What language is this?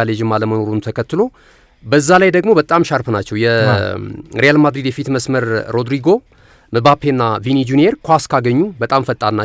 Amharic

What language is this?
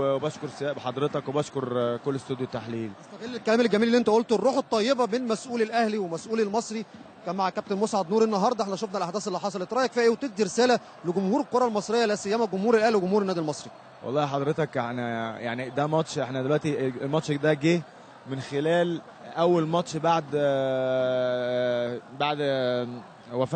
Egyptian Arabic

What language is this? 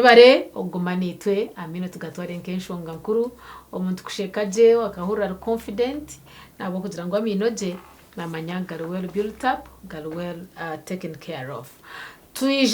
Nyankole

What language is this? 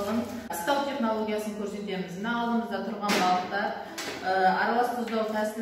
Kazakh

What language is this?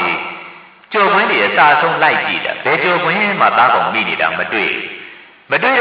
Burmese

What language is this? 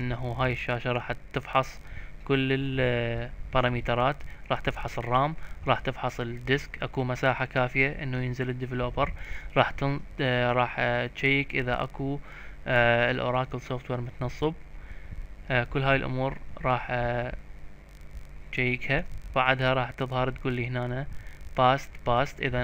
Mesopotamian Arabic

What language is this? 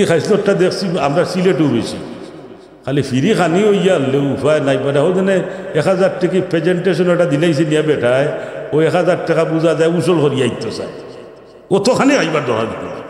Sylheti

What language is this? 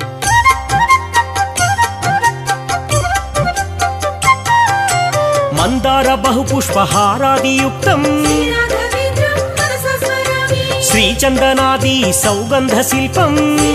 Telugu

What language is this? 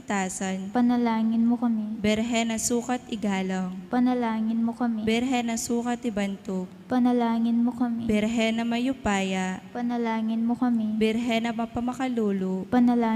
Pampanga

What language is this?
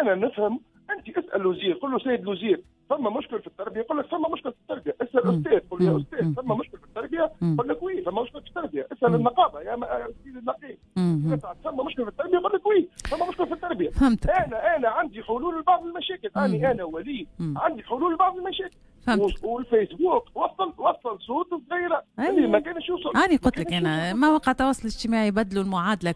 Tunisian Arabic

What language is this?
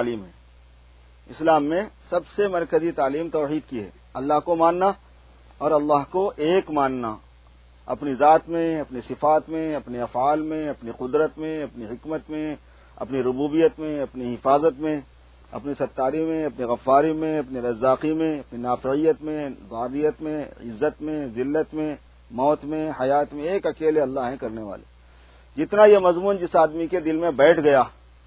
Urdu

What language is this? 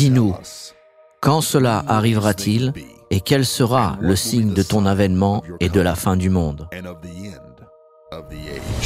French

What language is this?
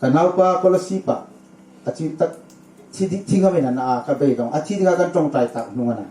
Hmar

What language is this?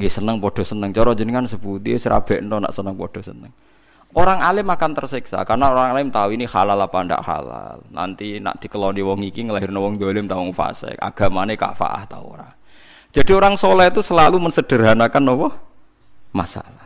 Javanese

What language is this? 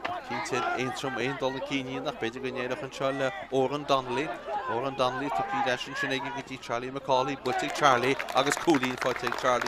Irish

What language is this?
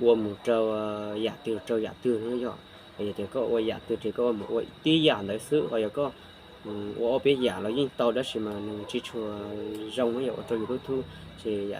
Hmong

